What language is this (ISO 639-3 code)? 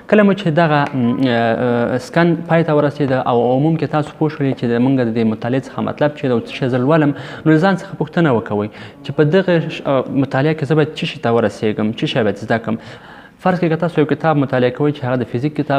pus